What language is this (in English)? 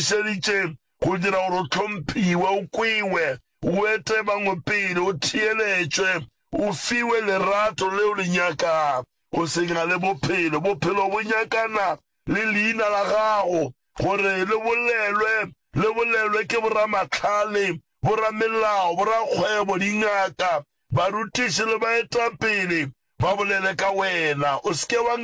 Northern Sotho